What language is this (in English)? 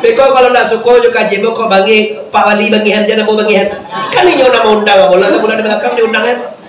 Minangkabau